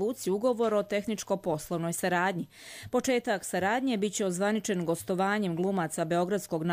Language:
Croatian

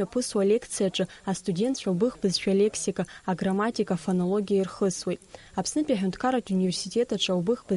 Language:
Abkhazian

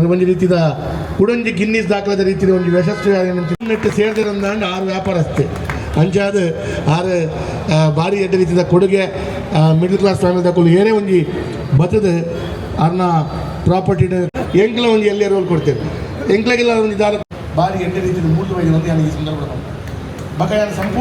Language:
Tulu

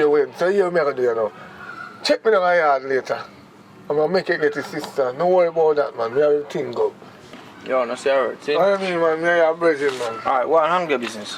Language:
Jamaican Creole English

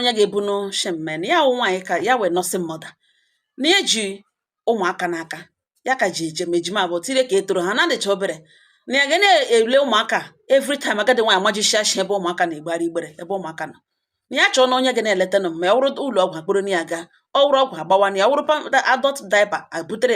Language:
Igbo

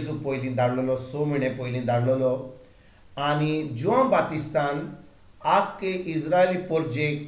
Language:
Konkani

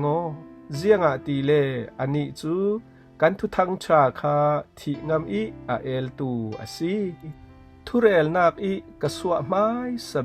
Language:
Falam Chin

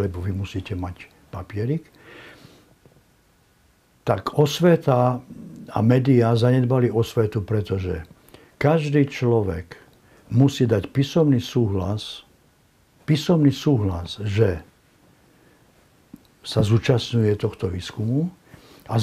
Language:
Slovak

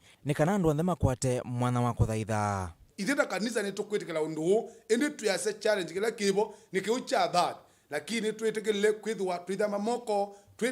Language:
Kamba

